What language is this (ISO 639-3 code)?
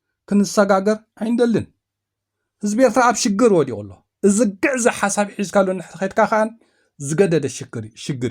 tir